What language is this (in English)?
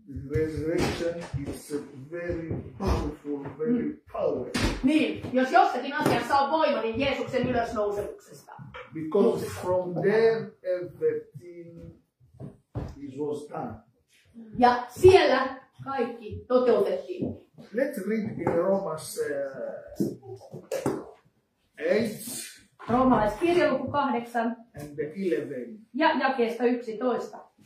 Finnish